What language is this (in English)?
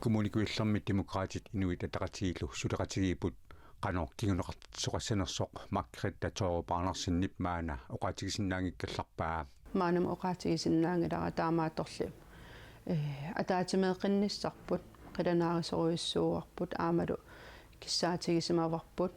Kalaallisut